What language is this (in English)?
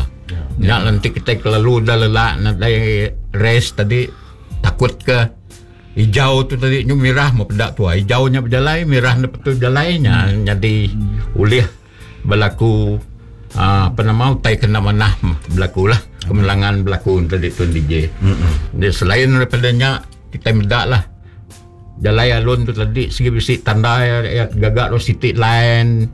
Iban